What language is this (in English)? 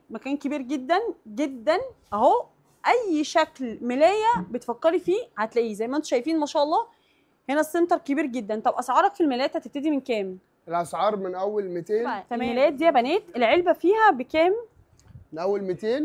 Egyptian Arabic